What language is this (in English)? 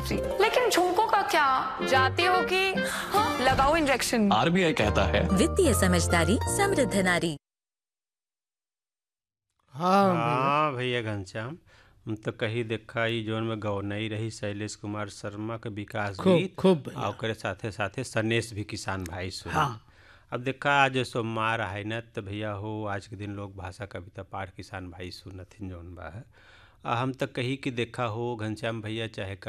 Bhojpuri